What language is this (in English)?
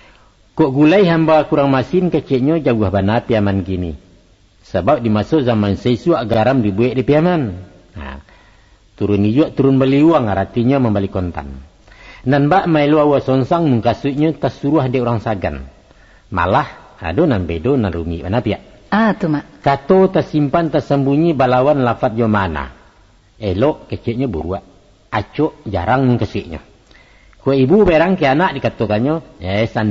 Minangkabau